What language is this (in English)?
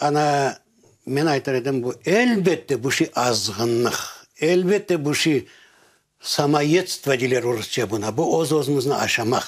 Crimean Tatar